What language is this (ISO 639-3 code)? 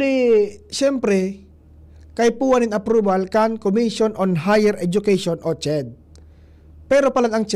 bik